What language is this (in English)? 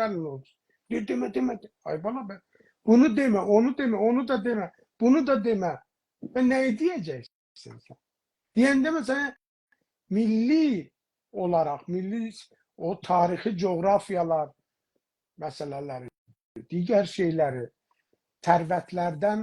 South Azerbaijani